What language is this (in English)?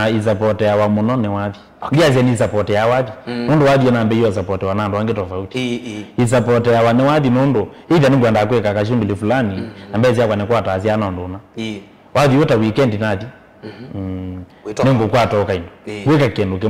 Kamba